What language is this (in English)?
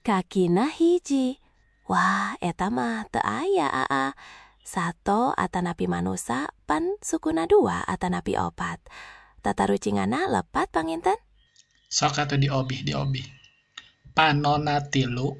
Sundanese